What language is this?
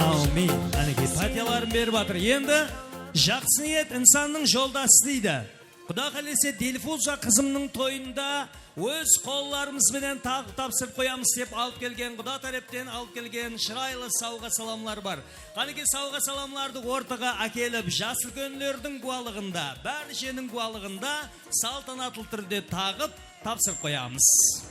Kara-Kalpak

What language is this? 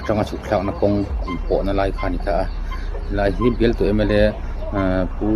Mizo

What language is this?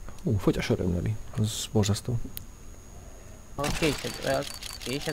Hungarian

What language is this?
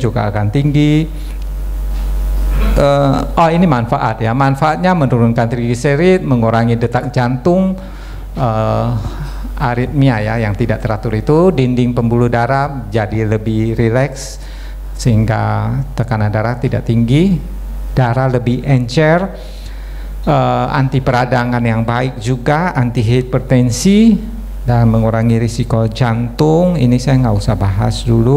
Indonesian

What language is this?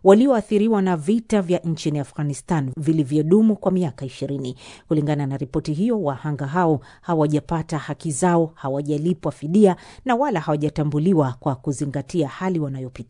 Swahili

